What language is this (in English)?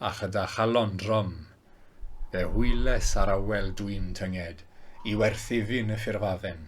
Welsh